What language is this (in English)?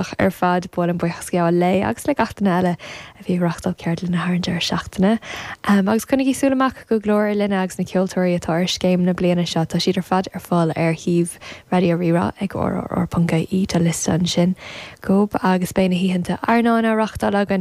Irish